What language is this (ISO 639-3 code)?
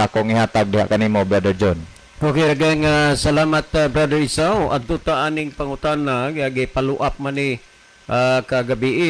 ceb